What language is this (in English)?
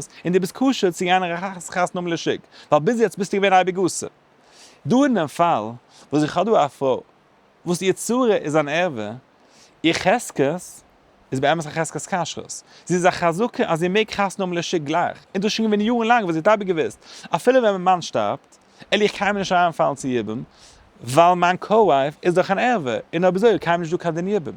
Yiddish